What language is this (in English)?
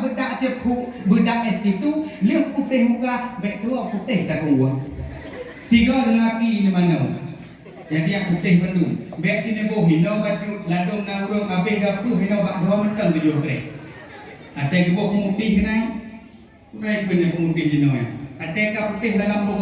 Achinese